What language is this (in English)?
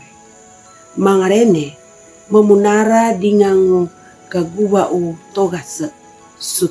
Sangir